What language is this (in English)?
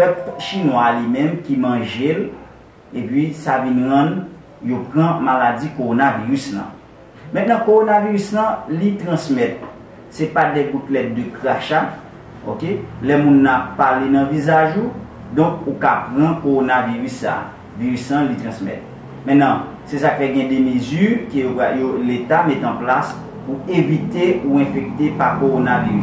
Haitian Creole